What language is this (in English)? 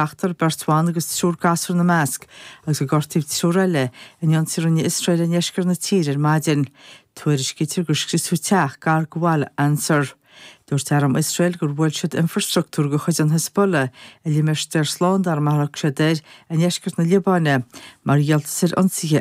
Irish